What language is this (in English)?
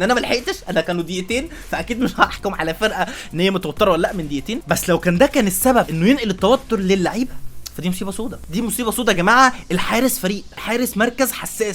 Egyptian Arabic